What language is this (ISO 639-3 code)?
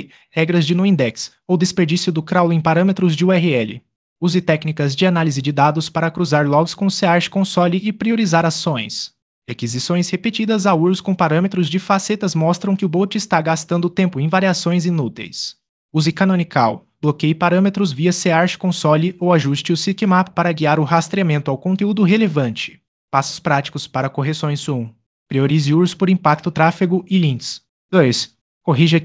por